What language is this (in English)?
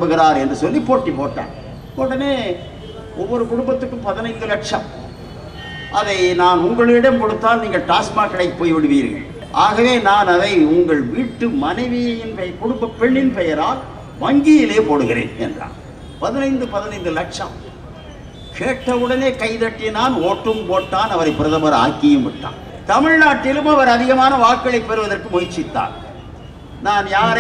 Tamil